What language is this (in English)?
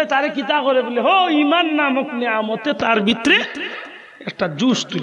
Sylheti